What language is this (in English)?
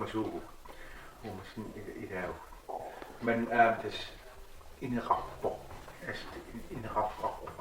Kalaallisut